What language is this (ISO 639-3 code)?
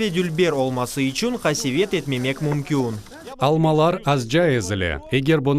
crh